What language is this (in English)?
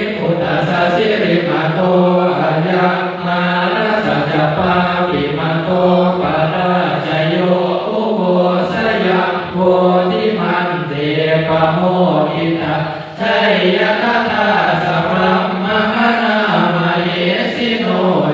Pali